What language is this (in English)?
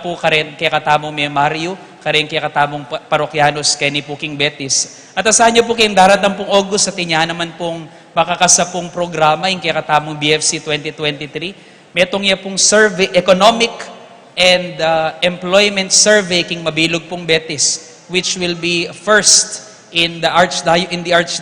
Pampanga